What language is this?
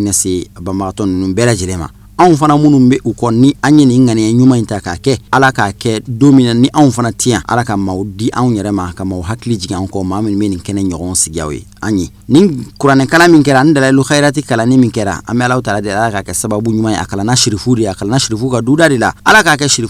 Bambara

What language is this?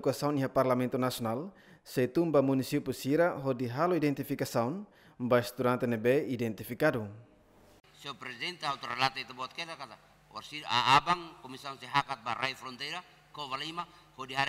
Tetum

